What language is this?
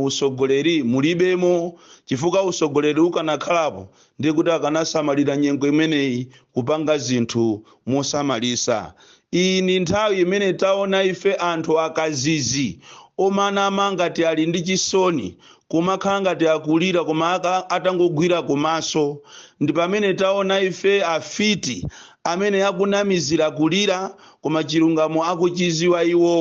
Nyanja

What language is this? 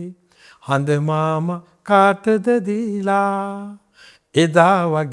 Sinhala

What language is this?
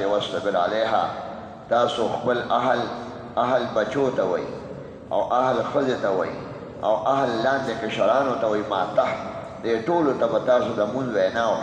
Pashto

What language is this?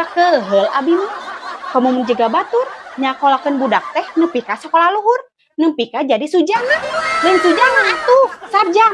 Sundanese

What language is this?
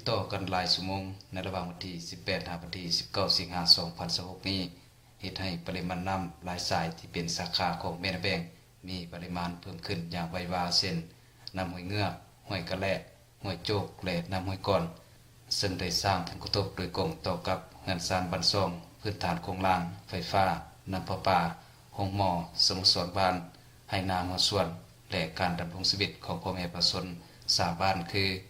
Lao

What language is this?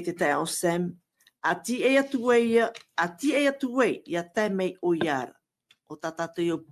Tahitian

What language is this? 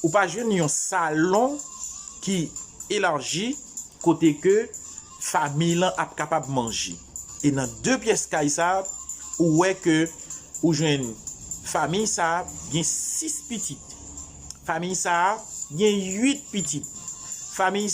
Haitian Creole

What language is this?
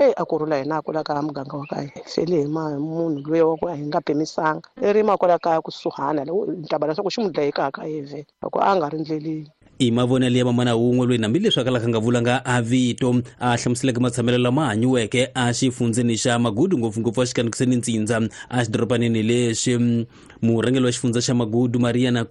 Tsonga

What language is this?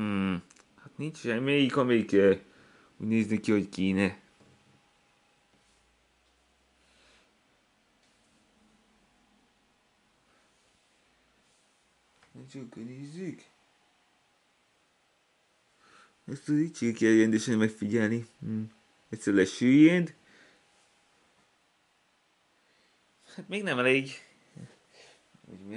Hungarian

